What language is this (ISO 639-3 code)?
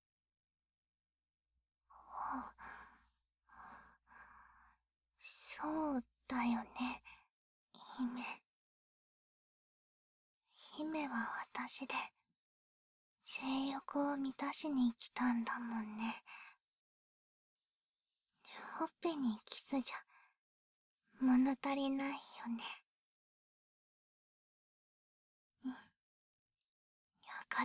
jpn